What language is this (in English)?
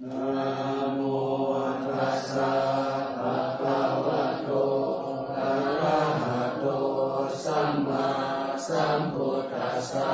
Pali